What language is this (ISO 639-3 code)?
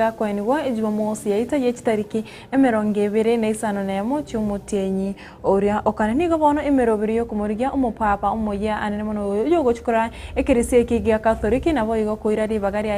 guz